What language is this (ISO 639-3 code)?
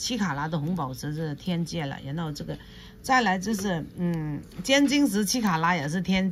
zho